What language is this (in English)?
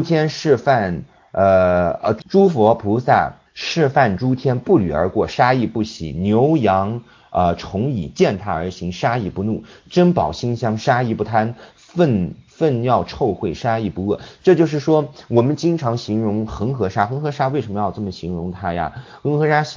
Chinese